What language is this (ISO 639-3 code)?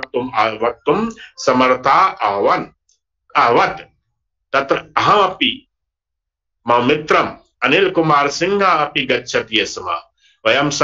san